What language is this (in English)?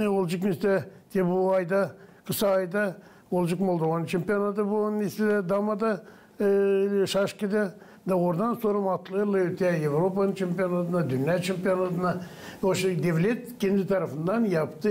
Gagauz